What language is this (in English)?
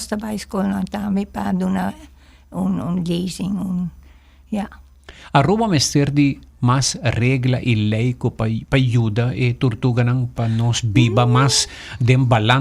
Papiamento